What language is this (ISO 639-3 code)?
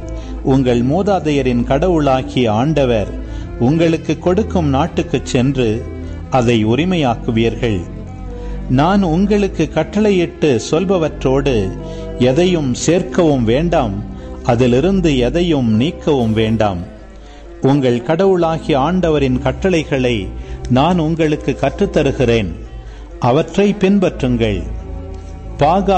tam